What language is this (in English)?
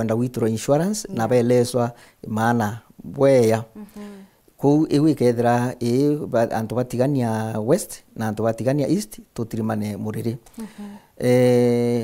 Meru